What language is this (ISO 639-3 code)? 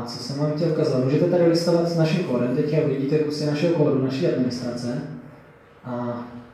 ces